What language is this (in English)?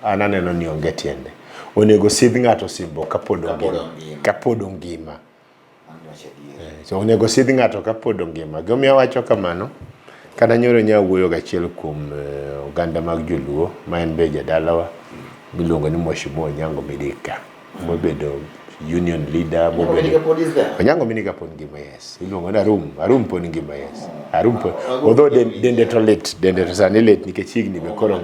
Luo (Kenya and Tanzania)